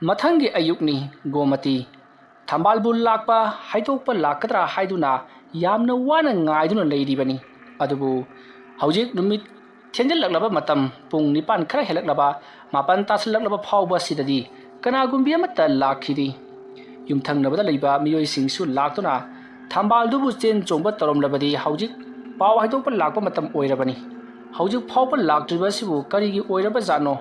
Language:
Manipuri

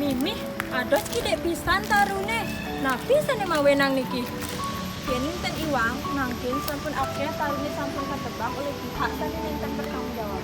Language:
Balinese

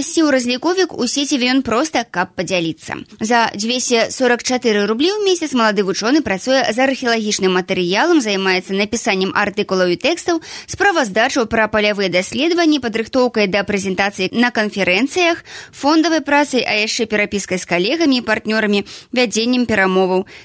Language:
Belarusian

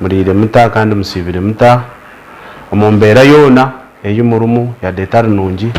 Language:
Nyankole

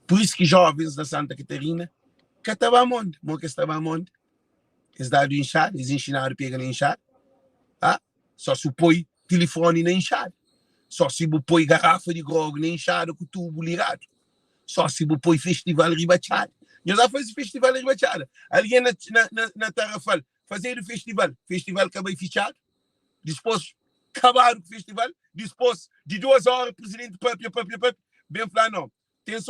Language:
Kabuverdianu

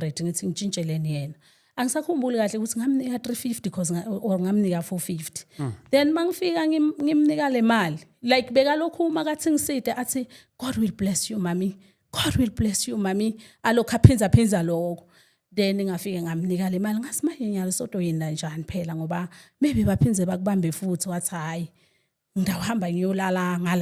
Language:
Zulu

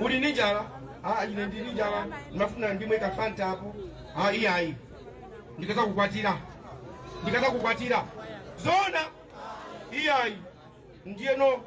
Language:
Nyanja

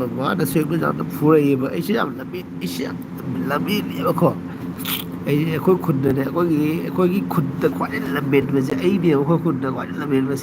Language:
Manipuri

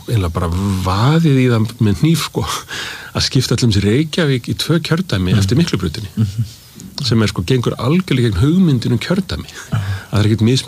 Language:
Icelandic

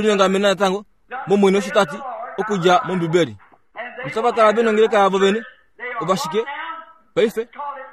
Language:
Kuanyama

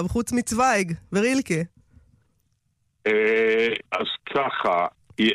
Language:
Hebrew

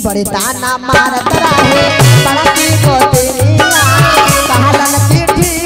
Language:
Magahi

